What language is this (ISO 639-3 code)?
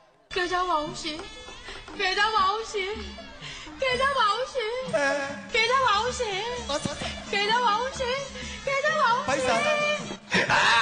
mya